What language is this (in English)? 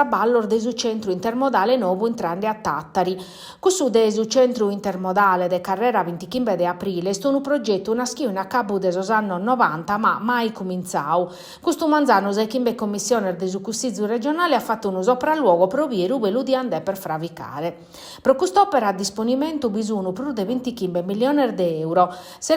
Sardinian